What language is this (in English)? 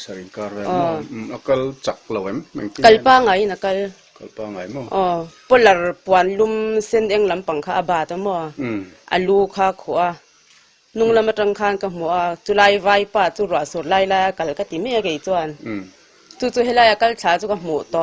Mizo